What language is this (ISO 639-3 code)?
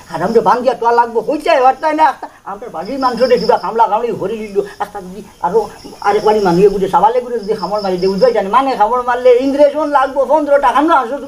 syl